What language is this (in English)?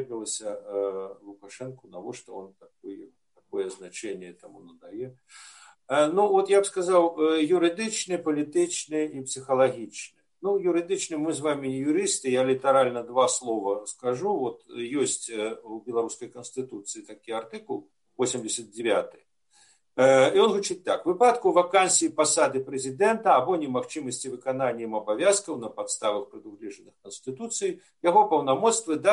Belarusian